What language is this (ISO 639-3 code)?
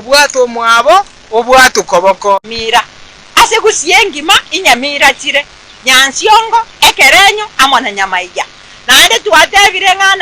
guz